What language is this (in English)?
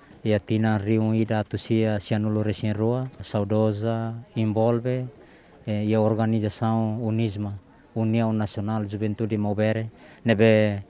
Tetum